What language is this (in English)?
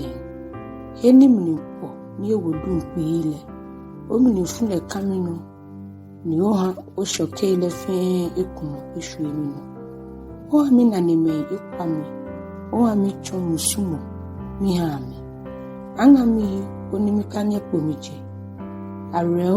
Ga